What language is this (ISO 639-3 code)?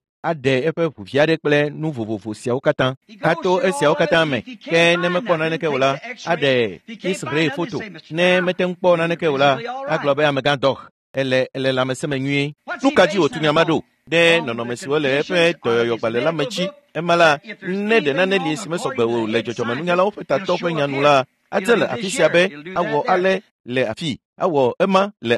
ewe